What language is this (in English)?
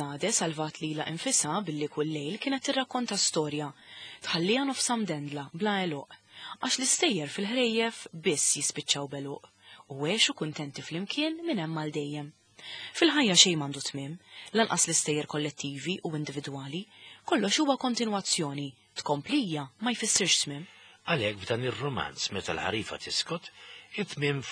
Maltese